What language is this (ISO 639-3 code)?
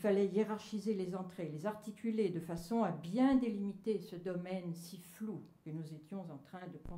fra